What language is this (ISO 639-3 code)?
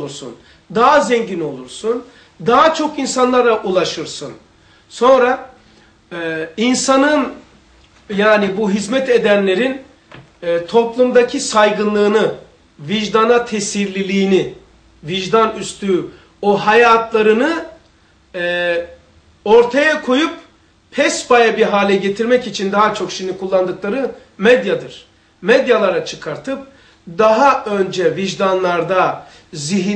tur